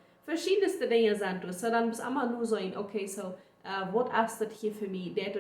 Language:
Plautdietsch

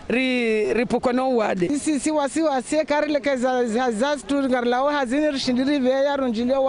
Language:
Ngazidja Comorian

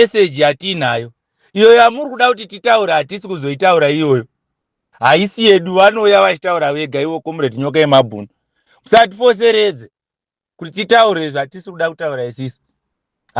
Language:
Shona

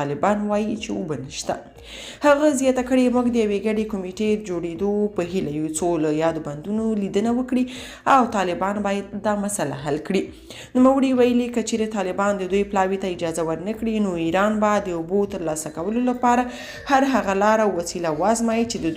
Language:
Pashto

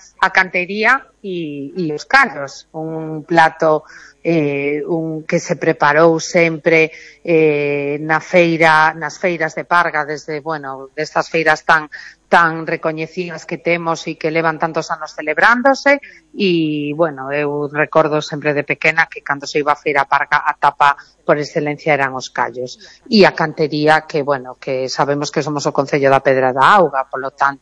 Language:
Galician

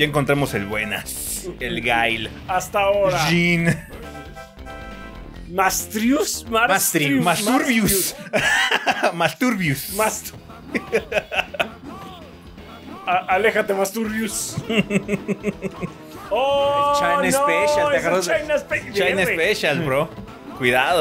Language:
Spanish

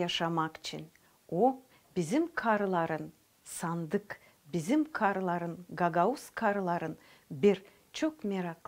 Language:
Gagauz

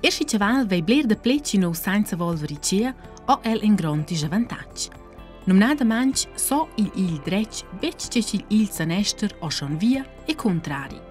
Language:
Romansh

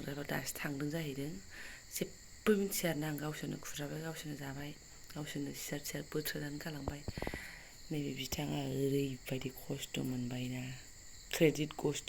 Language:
Bodo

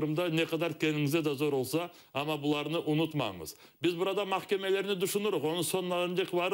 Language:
Crimean Tatar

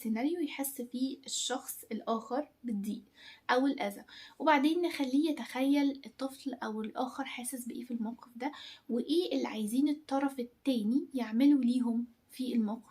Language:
Egyptian Arabic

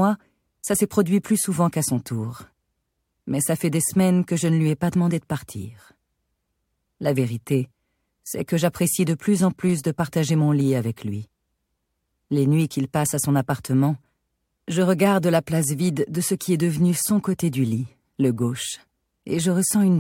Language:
French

